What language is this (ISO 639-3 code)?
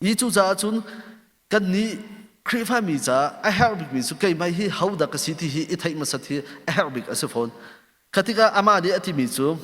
cnh